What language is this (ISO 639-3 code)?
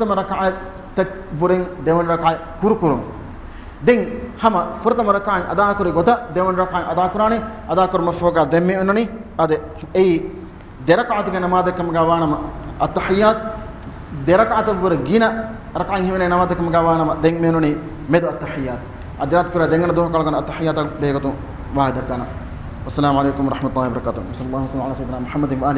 div